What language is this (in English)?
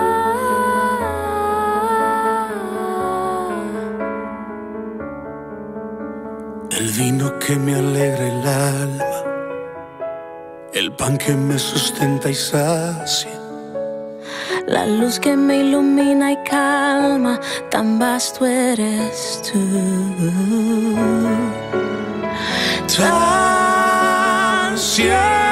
Spanish